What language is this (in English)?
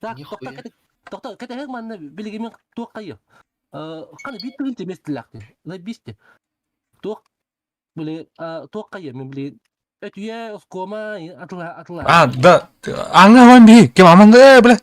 Yakut